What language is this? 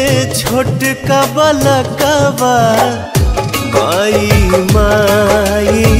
Bhojpuri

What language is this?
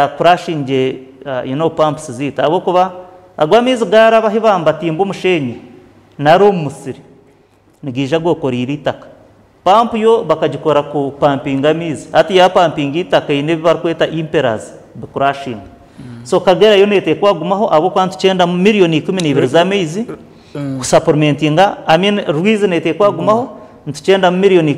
Nyankole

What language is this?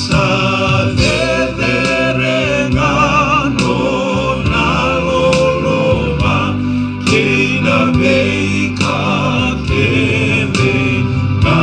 Fijian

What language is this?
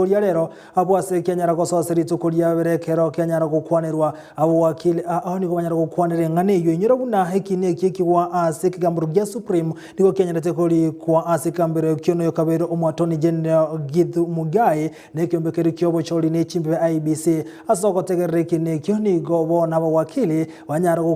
Gusii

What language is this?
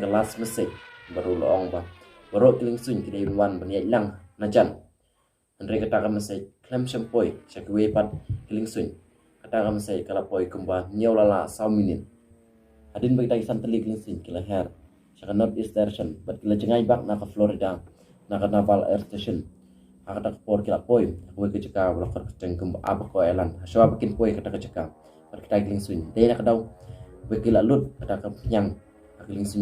Khasi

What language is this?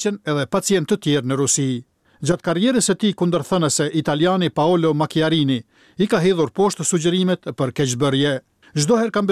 Albanian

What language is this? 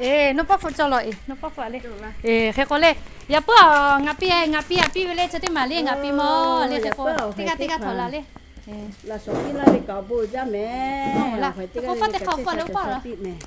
Lahu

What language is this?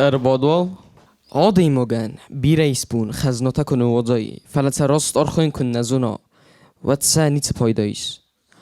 Ossetic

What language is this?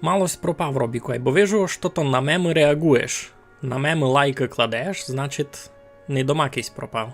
Rusyn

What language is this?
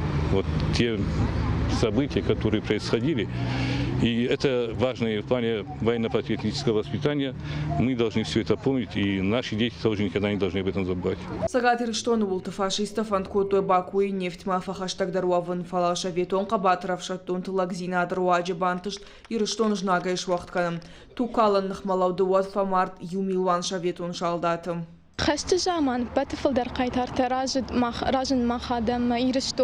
Ossetic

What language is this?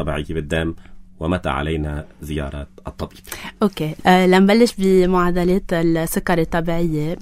North Levantine Arabic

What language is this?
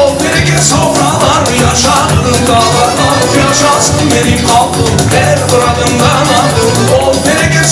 Crimean Tatar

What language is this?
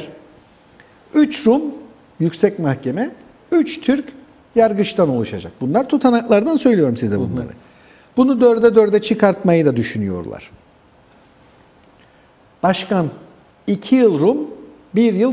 Turkish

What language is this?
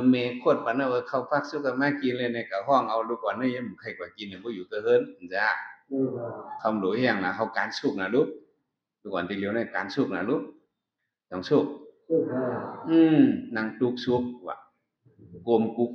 Shan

